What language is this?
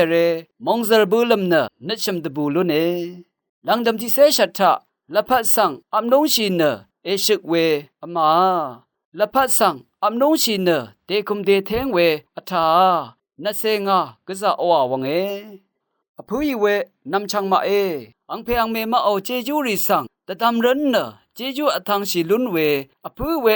Rawang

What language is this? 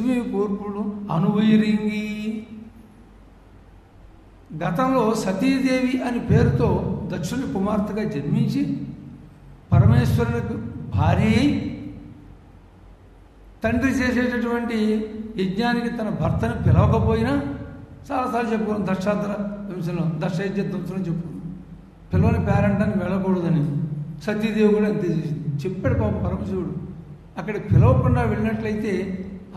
Telugu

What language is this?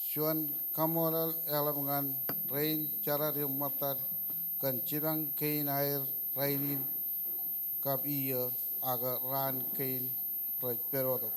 Marshallese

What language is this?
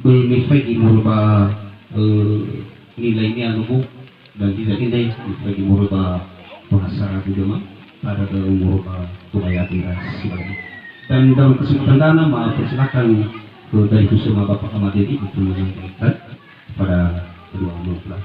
Nias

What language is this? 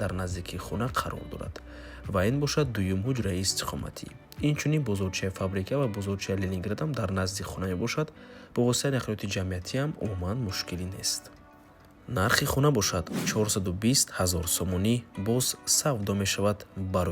Tajik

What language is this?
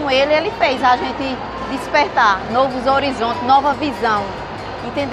Portuguese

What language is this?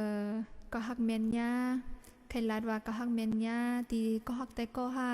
Shan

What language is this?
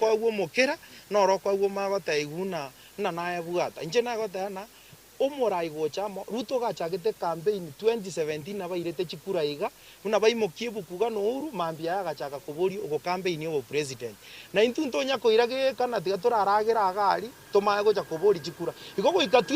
Gusii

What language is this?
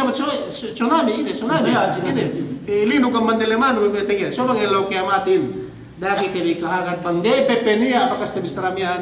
Yakan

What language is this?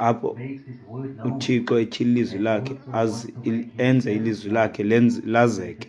Xhosa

